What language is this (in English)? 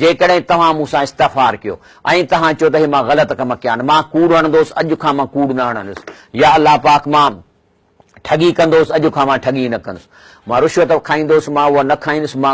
Sindhi